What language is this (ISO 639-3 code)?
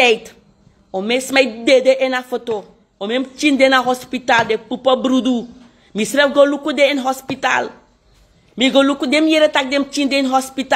srn